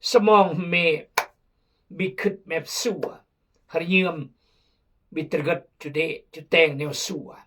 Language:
Khmu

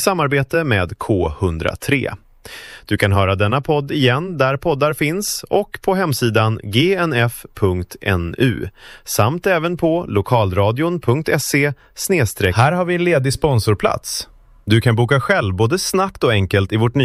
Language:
Swedish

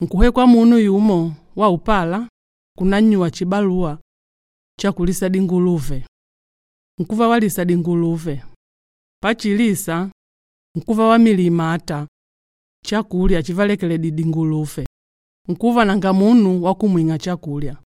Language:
Makonde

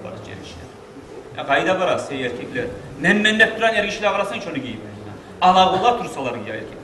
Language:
Kumyk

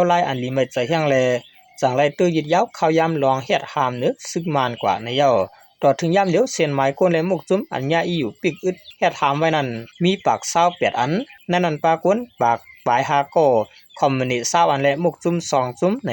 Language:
Shan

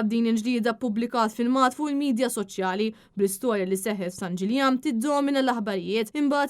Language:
Maltese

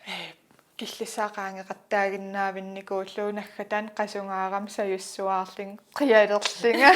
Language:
Kalaallisut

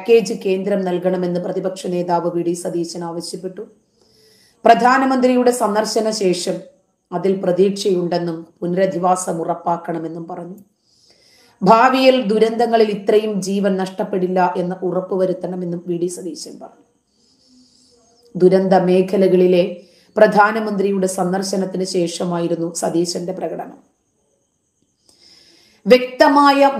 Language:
Malayalam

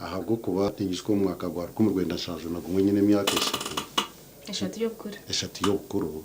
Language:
Nyankole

